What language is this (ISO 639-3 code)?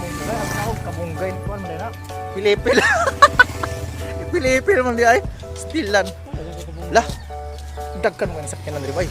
ceb